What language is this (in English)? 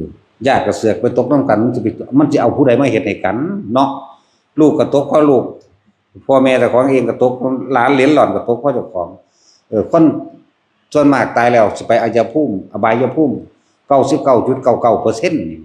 Northeastern Thai